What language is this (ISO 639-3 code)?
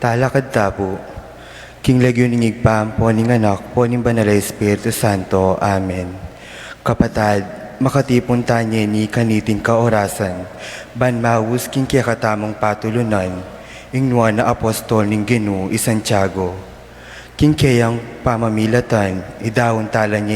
pam